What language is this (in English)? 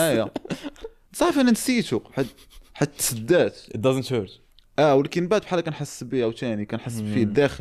Moroccan Arabic